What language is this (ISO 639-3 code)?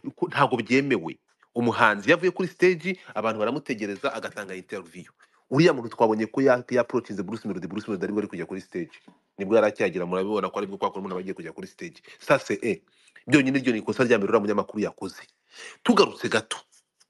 kin